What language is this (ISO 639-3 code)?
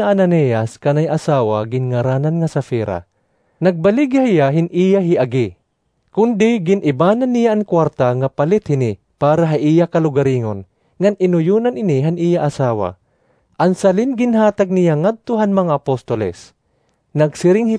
war